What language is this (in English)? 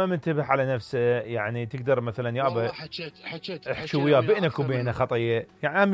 Mesopotamian Arabic